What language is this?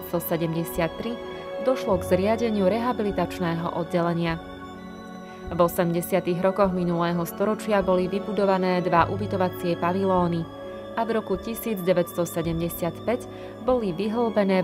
Slovak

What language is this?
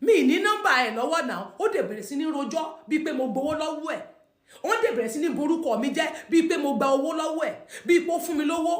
Yoruba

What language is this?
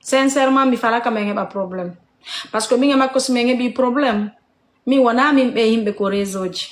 Fula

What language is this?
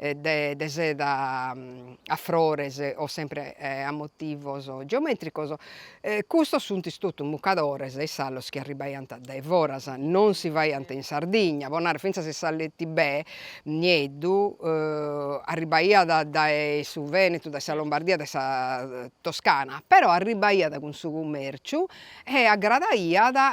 Sardinian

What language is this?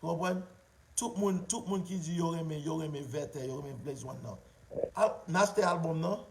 Haitian Creole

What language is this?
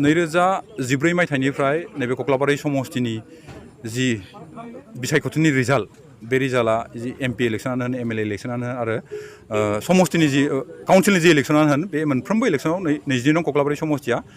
Bodo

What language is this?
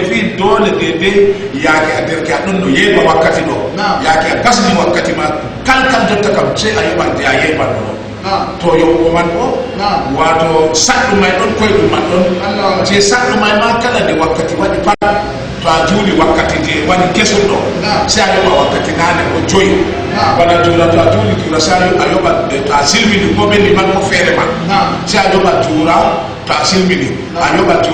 Fula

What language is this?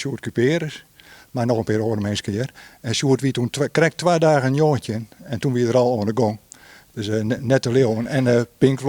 Western Frisian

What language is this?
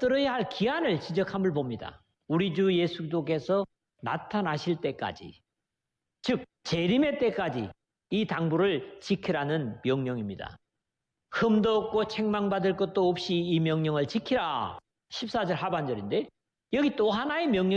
Korean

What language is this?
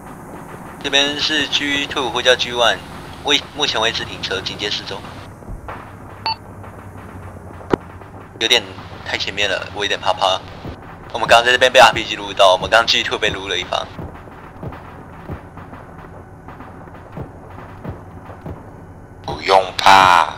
Chinese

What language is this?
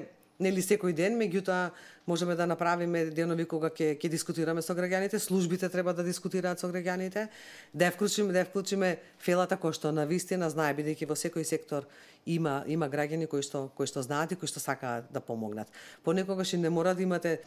Macedonian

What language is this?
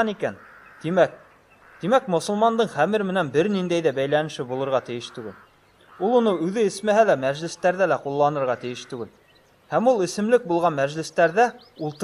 Bashkir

